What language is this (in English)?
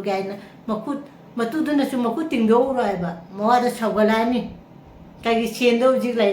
Manipuri